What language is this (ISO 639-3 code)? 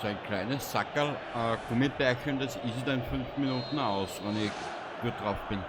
bar